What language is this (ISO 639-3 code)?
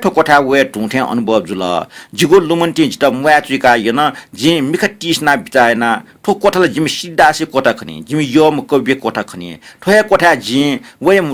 new